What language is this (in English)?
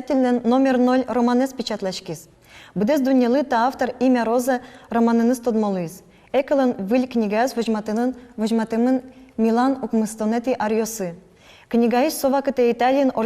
Udmurt